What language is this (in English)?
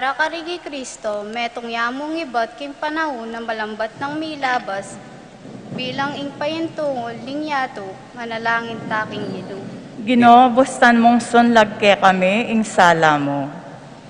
Pampanga